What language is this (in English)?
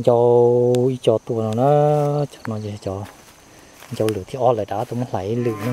Hmong